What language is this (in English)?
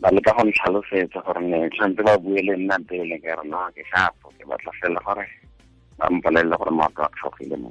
Tswana